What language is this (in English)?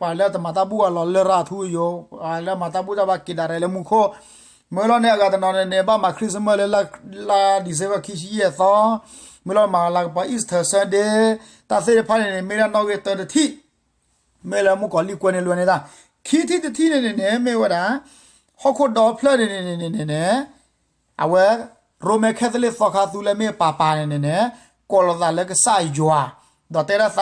S'gaw Karen